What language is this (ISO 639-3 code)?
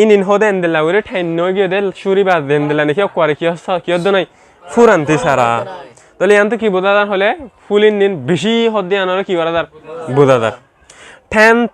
rhg